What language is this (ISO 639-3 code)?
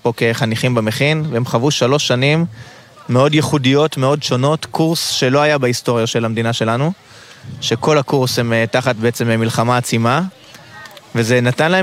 heb